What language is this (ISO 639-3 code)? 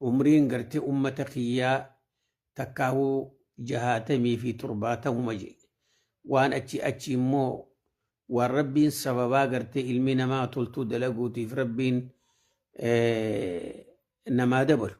orm